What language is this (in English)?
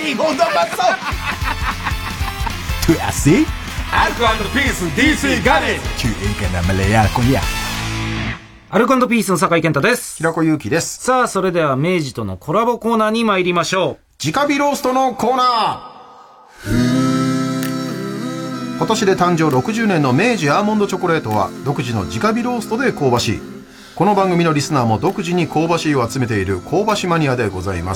Japanese